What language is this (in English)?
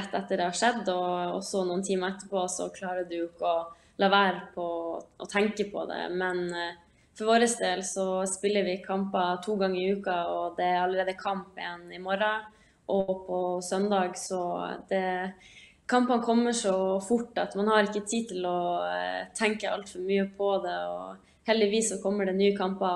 Norwegian